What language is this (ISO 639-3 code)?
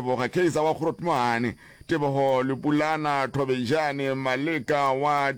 nso